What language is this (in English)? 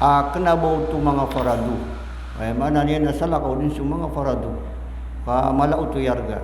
Maranao